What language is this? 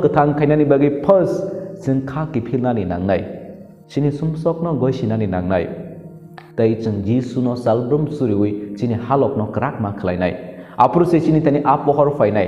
Kok Borok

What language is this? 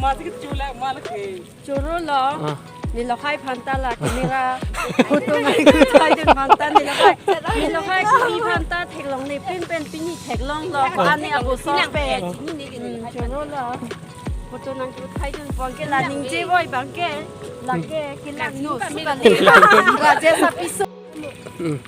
Karbi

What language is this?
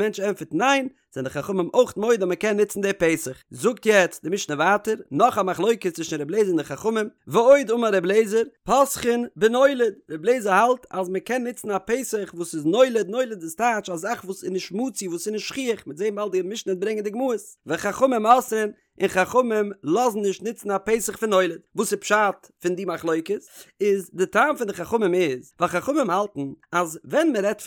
Yiddish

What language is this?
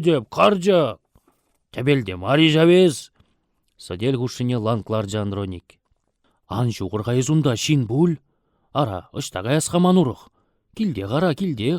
Chuvash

